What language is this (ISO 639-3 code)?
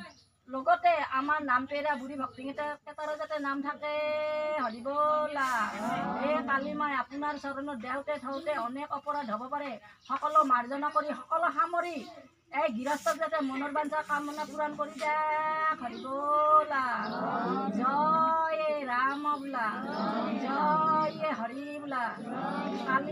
asm